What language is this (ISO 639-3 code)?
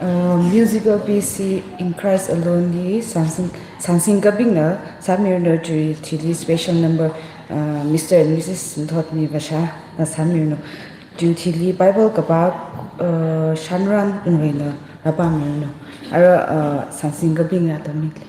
nmf